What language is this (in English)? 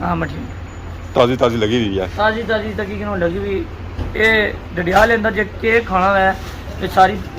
Pahari-Potwari